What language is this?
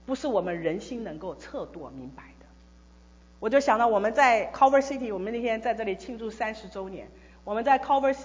Chinese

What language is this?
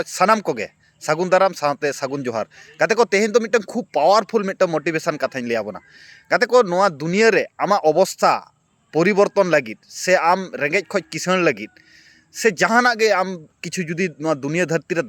Santali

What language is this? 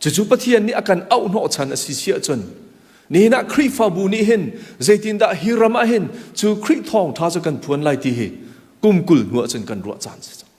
Hakha Chin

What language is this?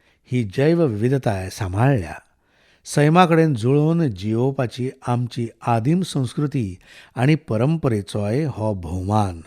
Konkani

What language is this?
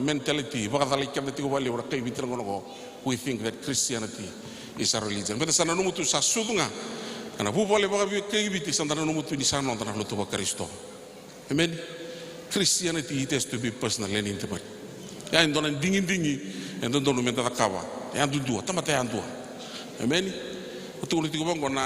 Fijian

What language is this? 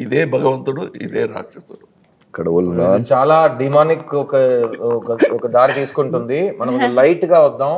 Telugu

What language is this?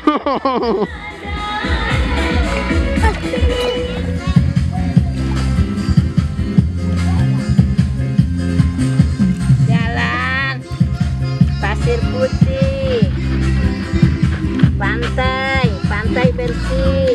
Indonesian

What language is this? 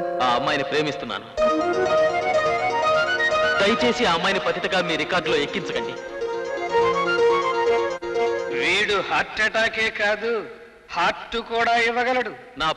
Telugu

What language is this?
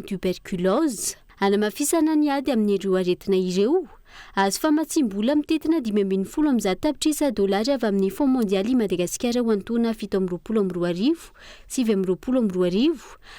Malagasy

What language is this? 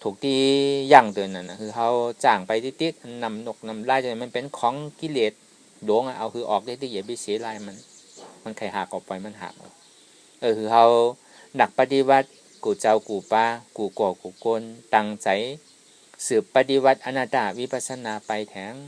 Shan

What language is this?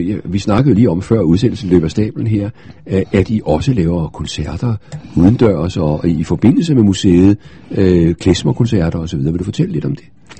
Danish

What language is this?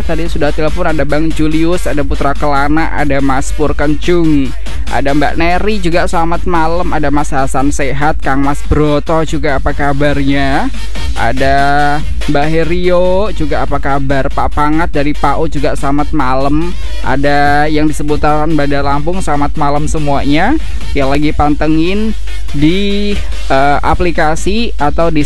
Indonesian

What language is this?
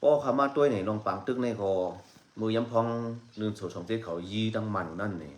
Shan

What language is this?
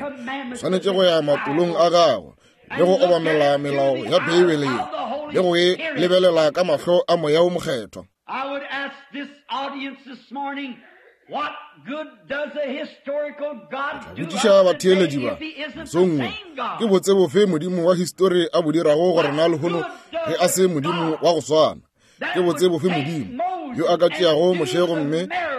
Northern Sotho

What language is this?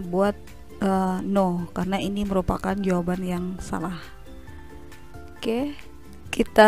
Indonesian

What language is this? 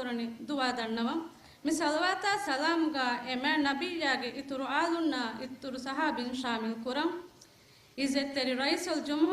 Divehi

